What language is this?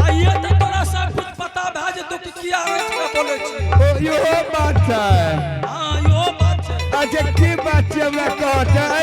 Angika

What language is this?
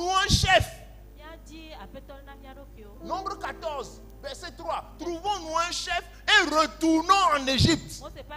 Ewe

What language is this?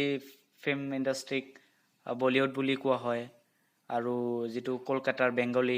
Assamese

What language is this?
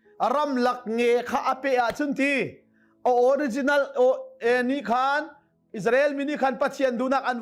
Hakha Chin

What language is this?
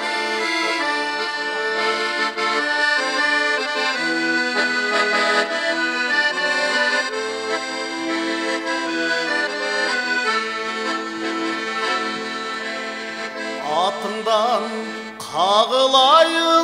Kyrgyz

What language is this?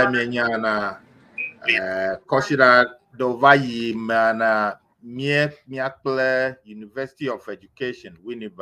Ewe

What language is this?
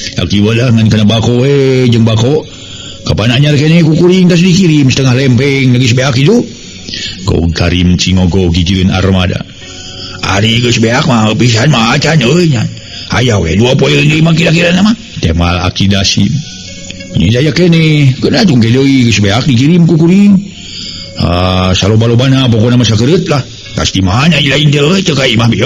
Sundanese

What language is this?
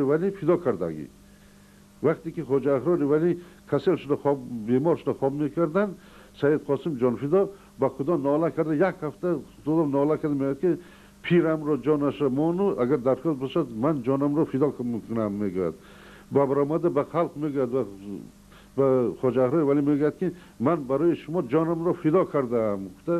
Tajik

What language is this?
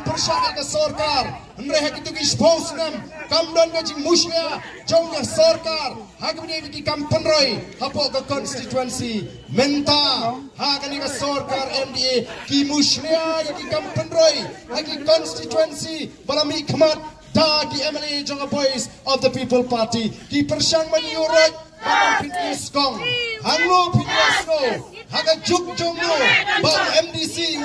Khasi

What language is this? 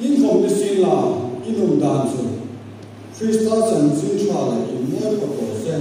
Hmar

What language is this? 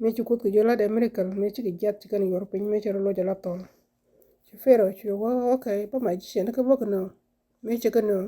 Nuer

